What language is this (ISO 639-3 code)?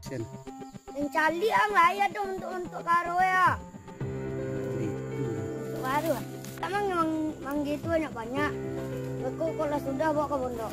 min